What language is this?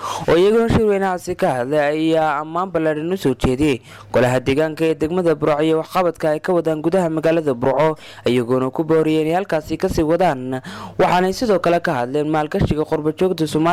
Somali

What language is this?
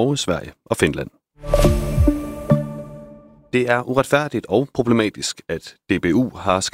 Danish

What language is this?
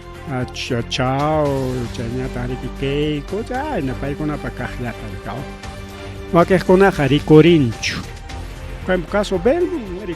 Ayacucho Quechua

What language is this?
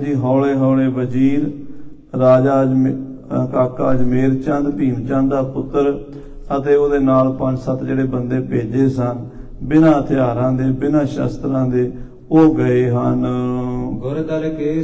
Punjabi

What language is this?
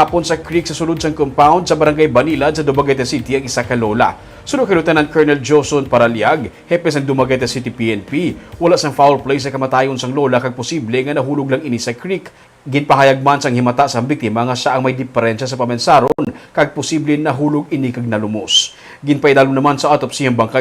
Hiligaynon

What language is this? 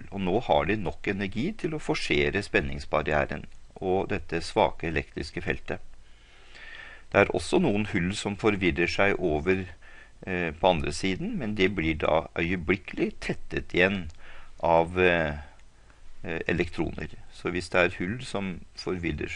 Norwegian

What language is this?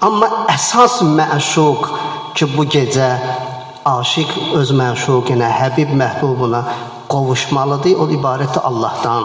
Azerbaijani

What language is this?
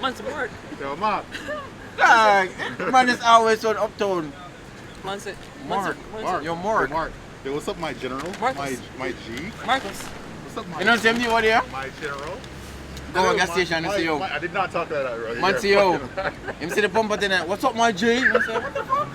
Jamaican Creole English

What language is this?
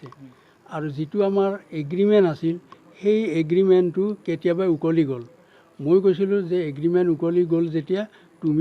Assamese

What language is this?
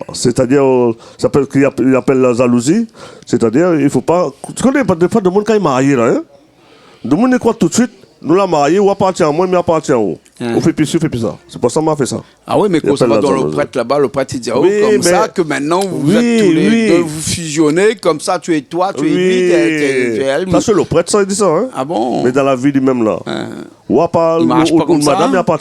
Réunion Creole French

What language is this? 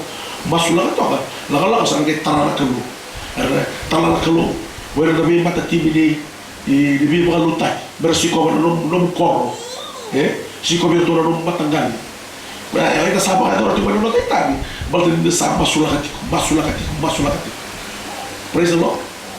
Fijian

